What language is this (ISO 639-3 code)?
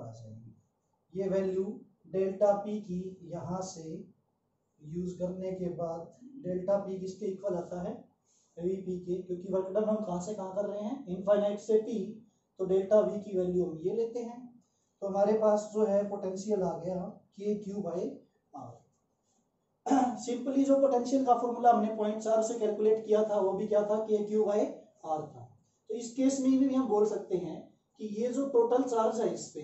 hin